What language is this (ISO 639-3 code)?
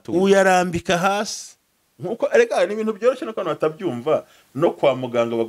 kin